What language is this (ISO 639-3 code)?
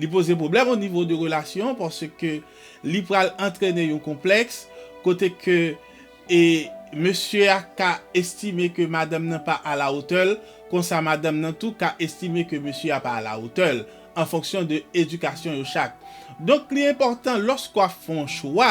hat